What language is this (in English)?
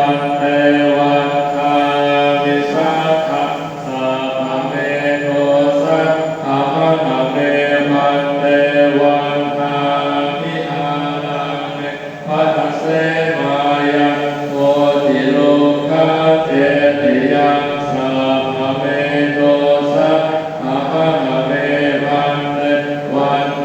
Pali